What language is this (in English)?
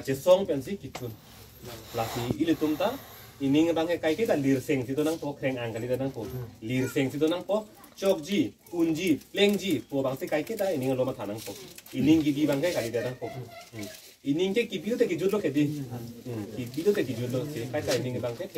Karbi